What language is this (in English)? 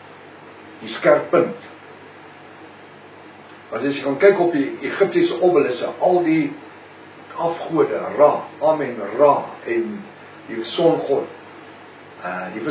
Afrikaans